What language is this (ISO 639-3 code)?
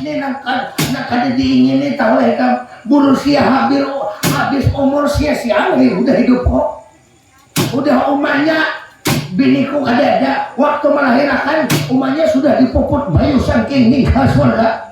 bjn